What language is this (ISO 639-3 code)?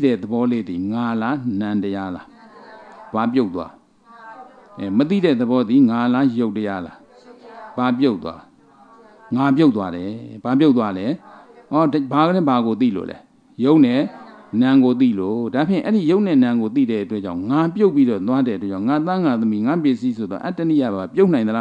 mya